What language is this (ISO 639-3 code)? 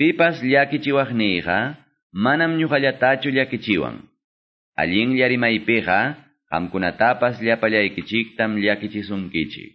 que